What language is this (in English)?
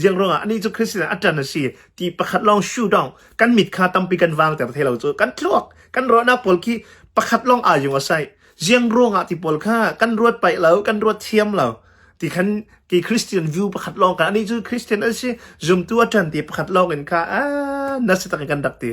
Hakha Chin